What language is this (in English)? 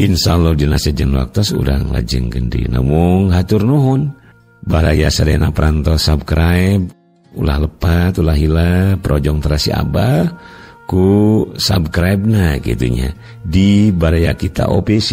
Sundanese